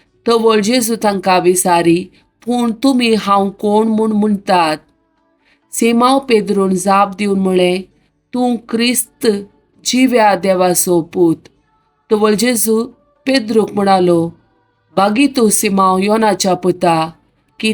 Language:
Konkani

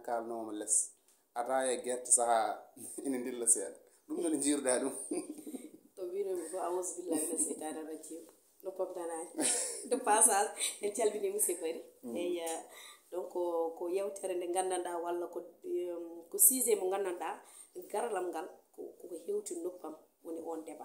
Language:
Fula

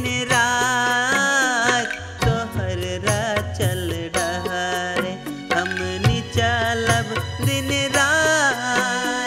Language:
Bhojpuri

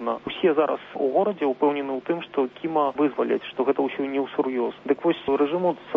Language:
Belarusian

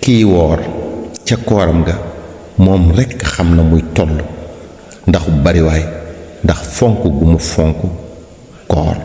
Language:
Wolof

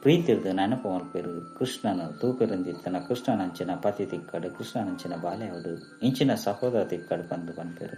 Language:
Tulu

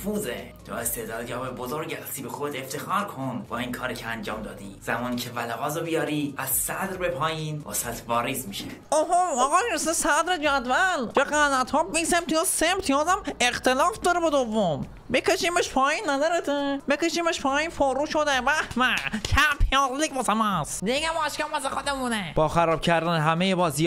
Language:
Persian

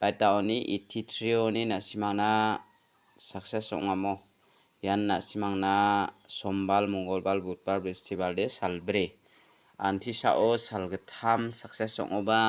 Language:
Garo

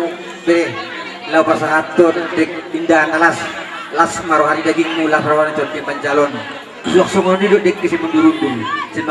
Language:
Batak Toba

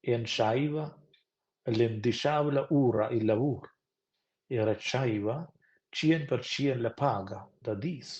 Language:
Romansh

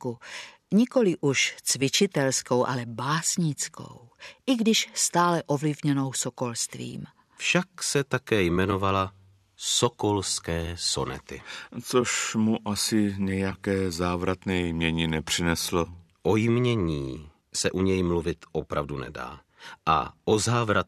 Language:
Czech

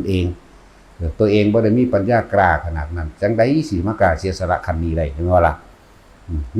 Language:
Northeastern Thai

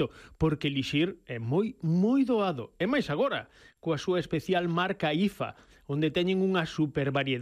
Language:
Galician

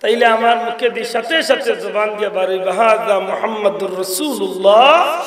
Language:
Sylheti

